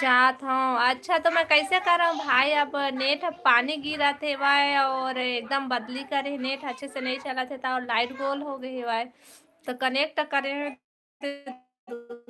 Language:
Chhattisgarhi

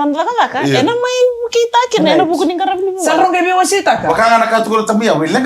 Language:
Fijian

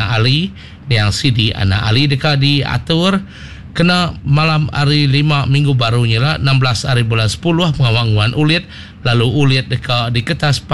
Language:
Iban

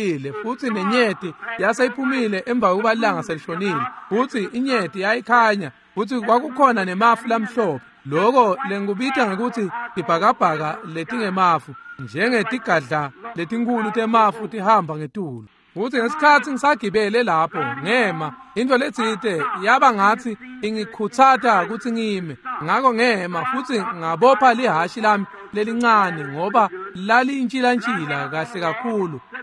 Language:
Swati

